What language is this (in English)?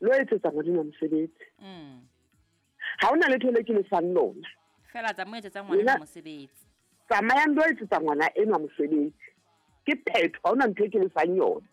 Southern Sotho